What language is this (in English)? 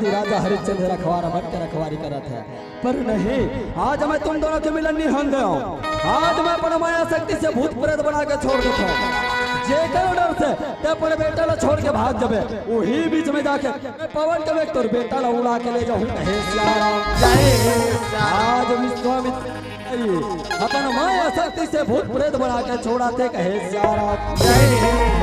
Chhattisgarhi